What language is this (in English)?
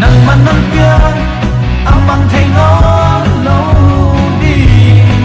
Paite Chin